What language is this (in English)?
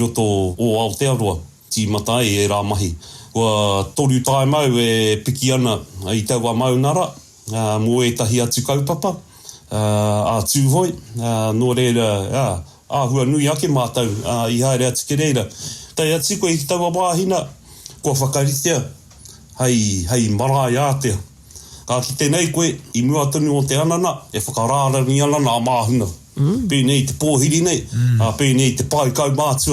Māori